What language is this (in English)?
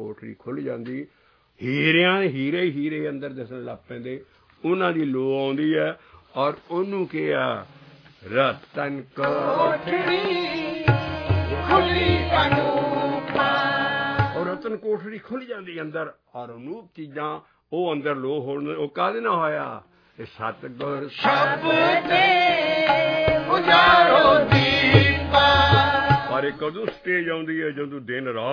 Punjabi